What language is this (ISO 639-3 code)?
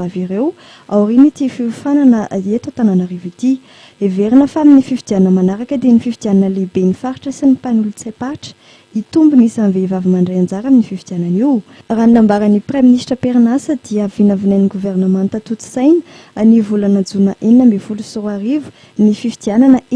mlg